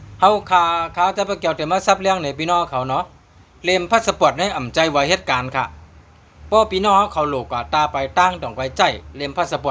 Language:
Shan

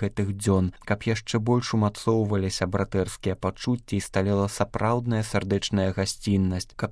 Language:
Belarusian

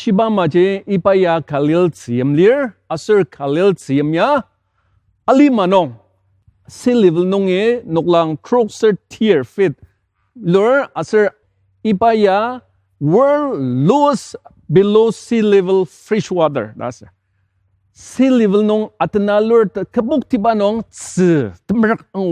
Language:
Ao Naga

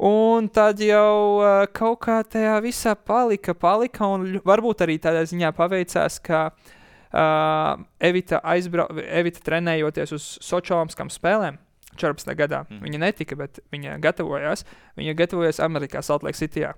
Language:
Latvian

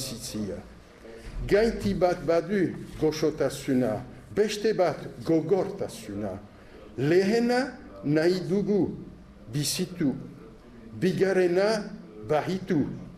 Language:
Basque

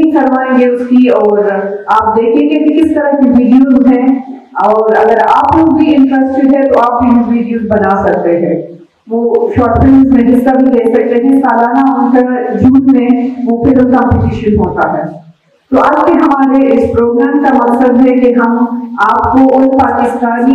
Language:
Urdu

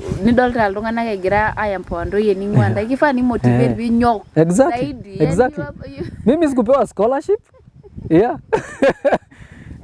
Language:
Masai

